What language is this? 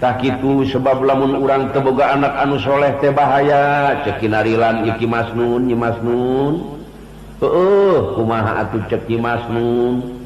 Sundanese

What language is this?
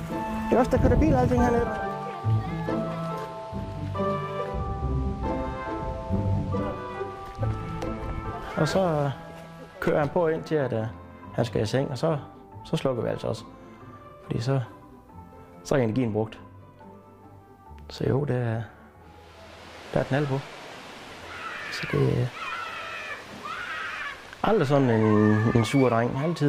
Danish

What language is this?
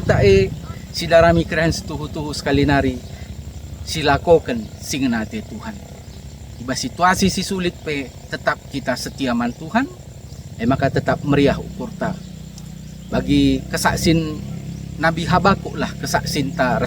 Batak Karo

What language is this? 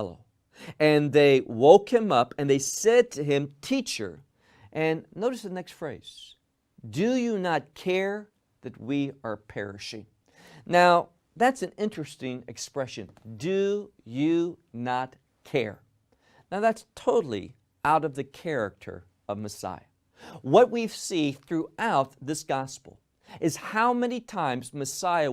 English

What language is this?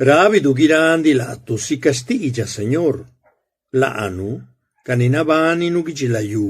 Zapotec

